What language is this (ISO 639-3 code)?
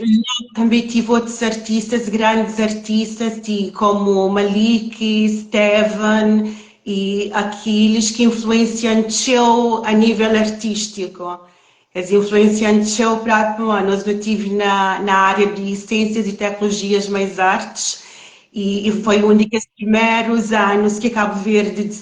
kea